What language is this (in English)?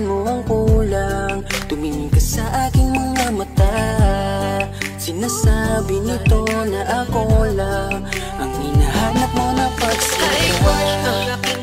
Filipino